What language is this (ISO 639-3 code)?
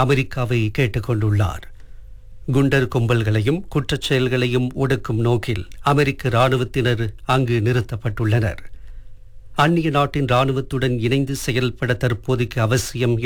tam